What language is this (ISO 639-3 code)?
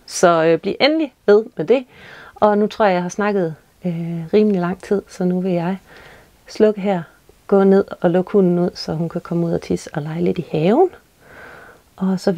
dan